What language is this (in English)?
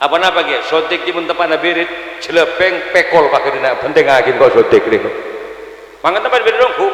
Madurese